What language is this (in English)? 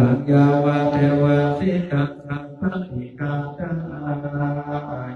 Pali